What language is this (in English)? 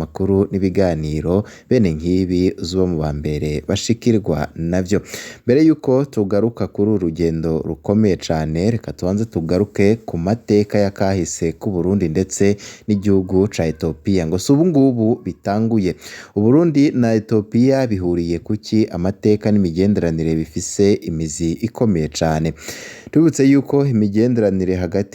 Rundi